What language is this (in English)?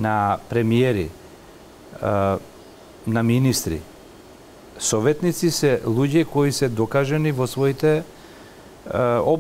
Macedonian